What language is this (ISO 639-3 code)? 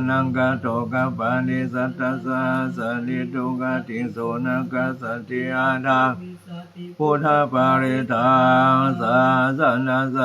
pli